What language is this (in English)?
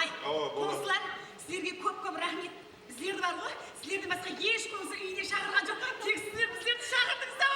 Kara-Kalpak